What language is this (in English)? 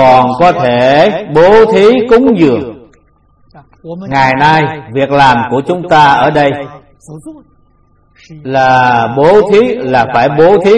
Vietnamese